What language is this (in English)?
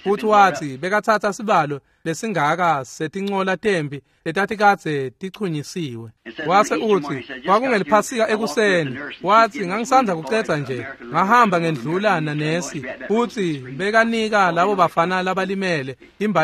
Swati